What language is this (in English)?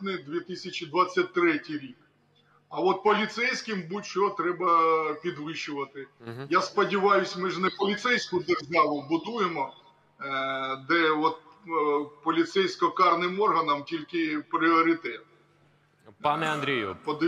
Ukrainian